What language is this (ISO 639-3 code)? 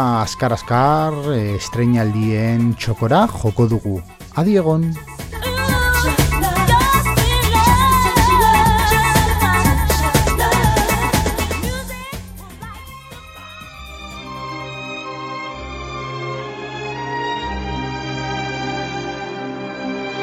eus